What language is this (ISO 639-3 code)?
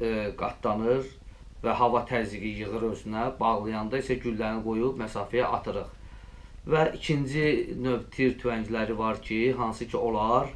aze